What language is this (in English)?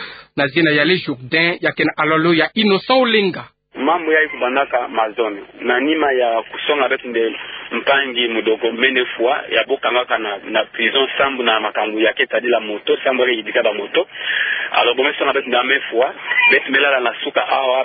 Kituba (Democratic Republic of Congo)